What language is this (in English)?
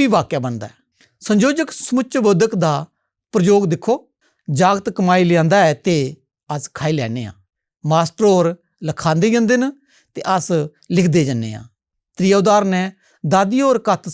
Dogri